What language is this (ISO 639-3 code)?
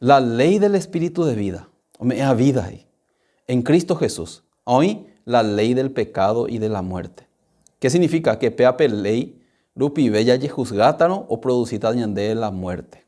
grn